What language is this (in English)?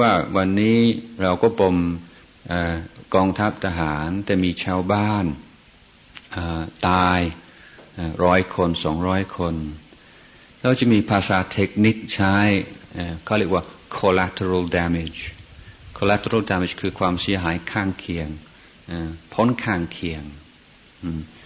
Thai